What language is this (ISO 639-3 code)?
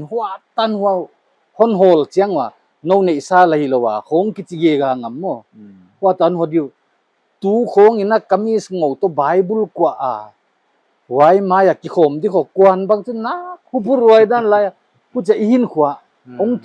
pck